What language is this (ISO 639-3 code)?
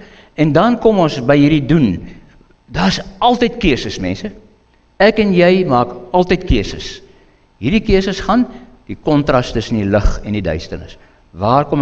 afr